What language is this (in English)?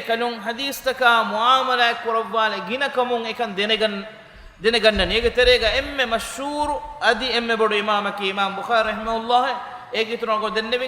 Divehi